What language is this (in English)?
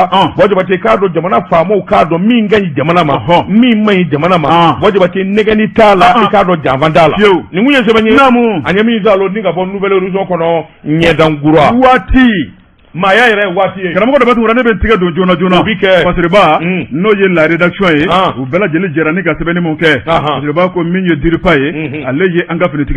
Bambara